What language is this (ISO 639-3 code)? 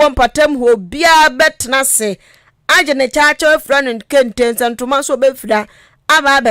aka